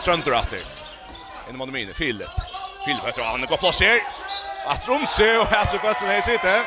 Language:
Faroese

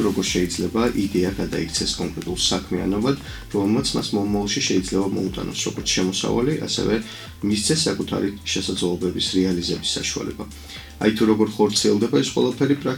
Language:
Georgian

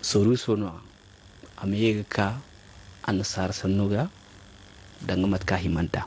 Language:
Zarma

